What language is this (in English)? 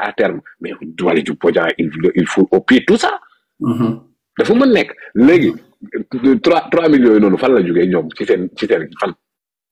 Wolof